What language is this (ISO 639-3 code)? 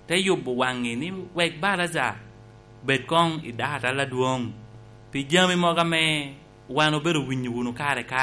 laj